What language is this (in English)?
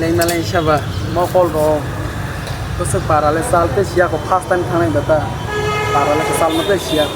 Kok Borok